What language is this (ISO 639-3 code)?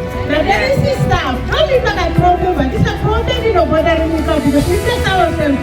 tpi